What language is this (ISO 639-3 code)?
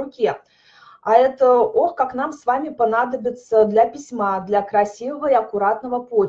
rus